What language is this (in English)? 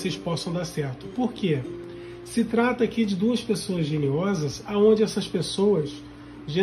Portuguese